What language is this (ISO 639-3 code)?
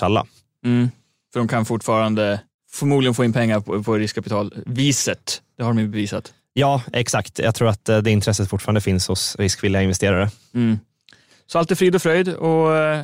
swe